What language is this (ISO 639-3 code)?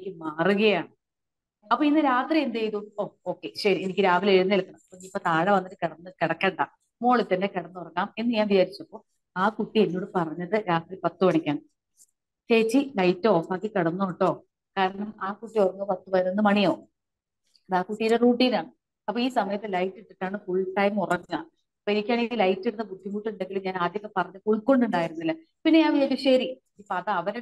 mal